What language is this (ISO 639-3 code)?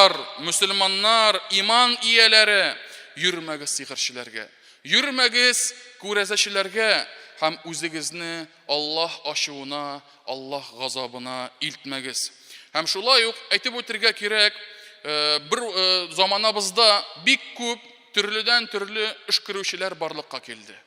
tat